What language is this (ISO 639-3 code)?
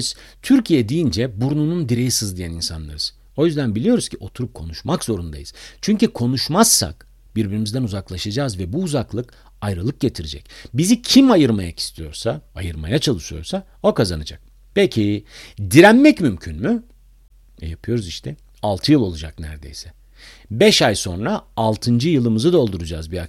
tur